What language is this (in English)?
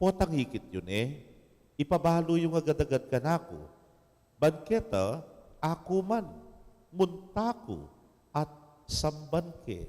Pampanga